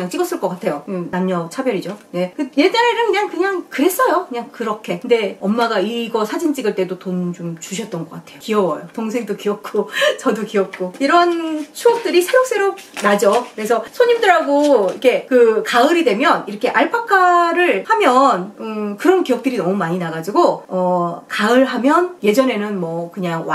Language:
Korean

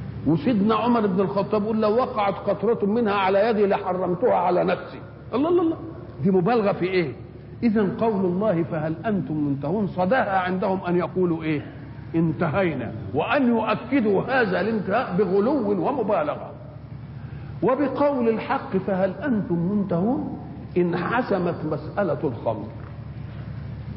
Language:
Arabic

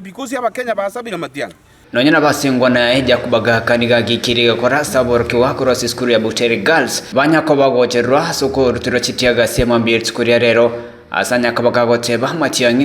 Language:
Gusii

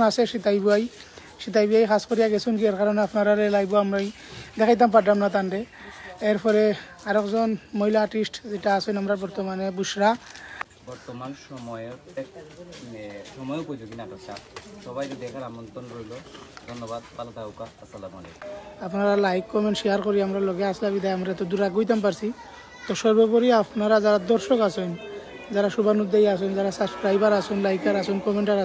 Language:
Sylheti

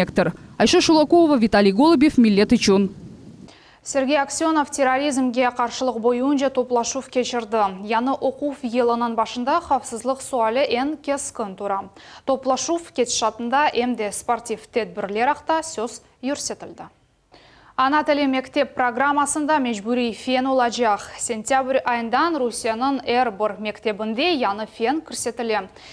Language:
Crimean Tatar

